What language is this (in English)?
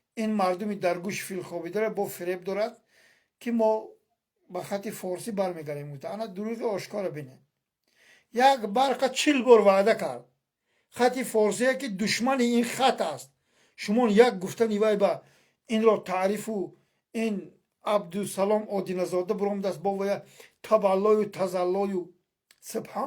Tajik